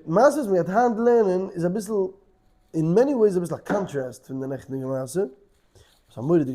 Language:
Yiddish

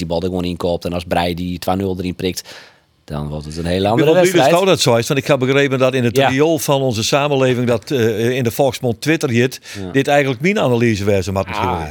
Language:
Western Frisian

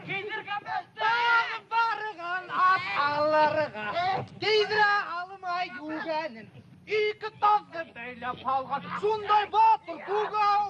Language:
Bashkir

